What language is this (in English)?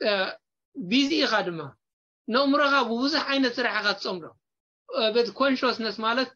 Tigrinya